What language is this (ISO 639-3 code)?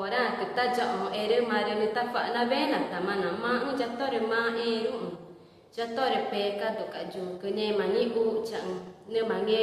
tca